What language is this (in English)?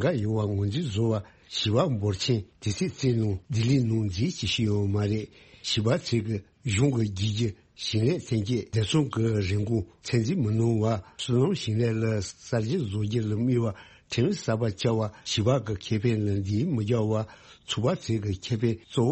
Tibetan